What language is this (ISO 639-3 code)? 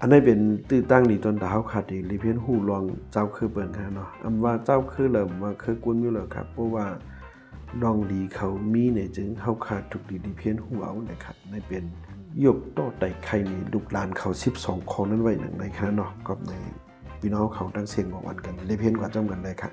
shn